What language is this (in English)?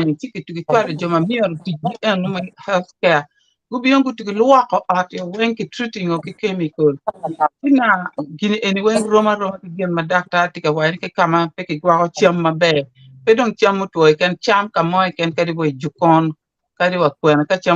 Acoli